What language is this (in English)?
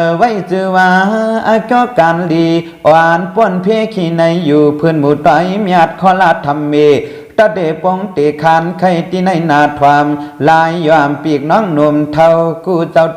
Shan